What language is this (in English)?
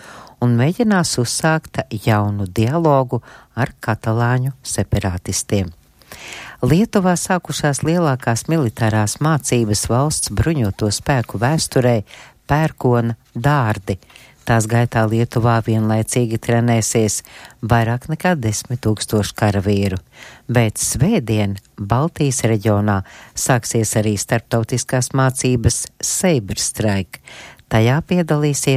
Latvian